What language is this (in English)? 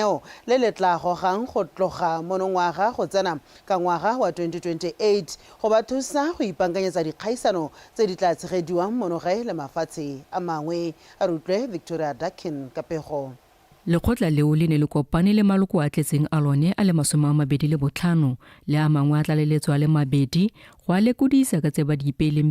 Tswana